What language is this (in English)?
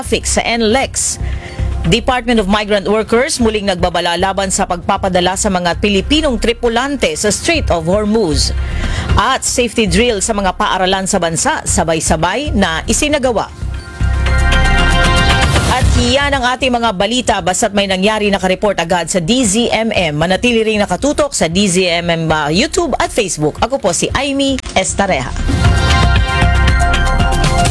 Filipino